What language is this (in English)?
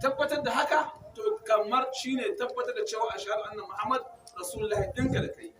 Hausa